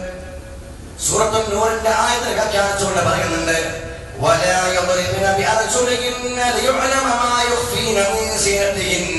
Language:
Malayalam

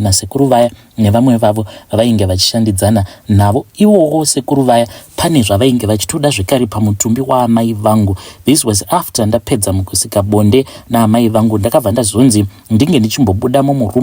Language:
Shona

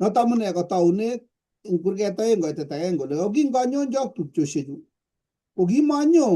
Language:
Kalenjin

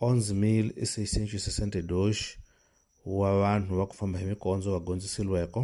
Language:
Tsonga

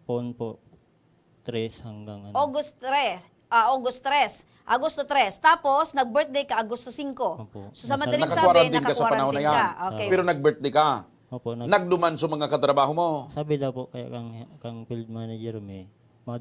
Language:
Bikol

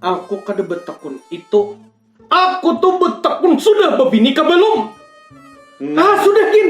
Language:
Banjar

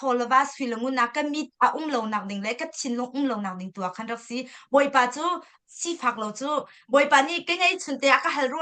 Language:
Hakha Chin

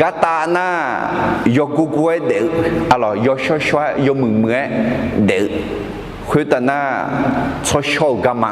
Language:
Akha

